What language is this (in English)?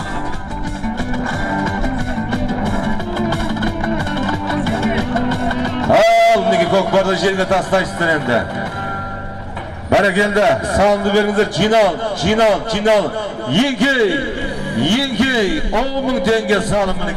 Kazakh